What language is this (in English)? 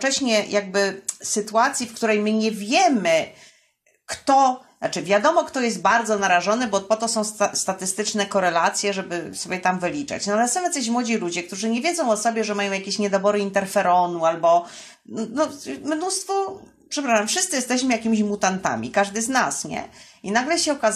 Polish